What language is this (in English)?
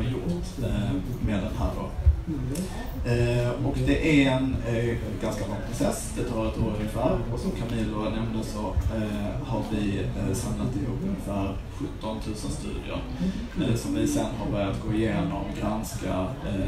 Swedish